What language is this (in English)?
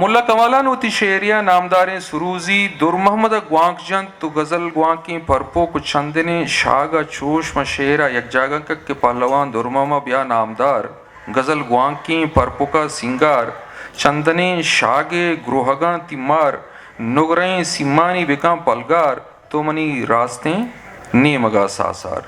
Eastern Balochi